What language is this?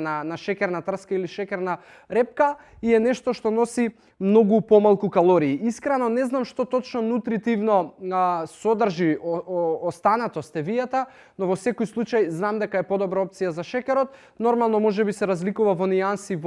Macedonian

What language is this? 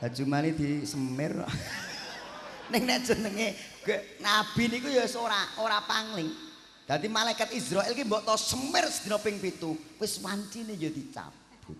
Javanese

